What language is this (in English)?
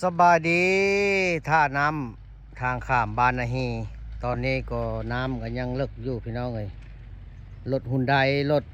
Lao